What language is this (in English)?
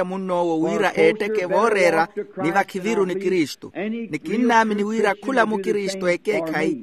Makhuwa